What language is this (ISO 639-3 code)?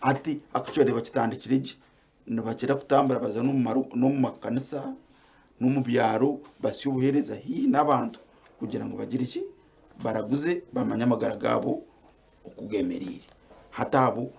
nyn